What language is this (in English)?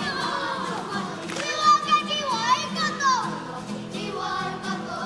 Māori